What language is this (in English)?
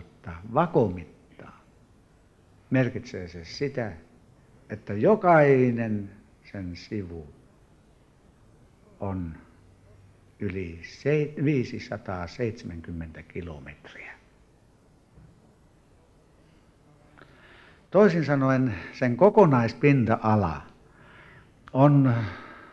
Finnish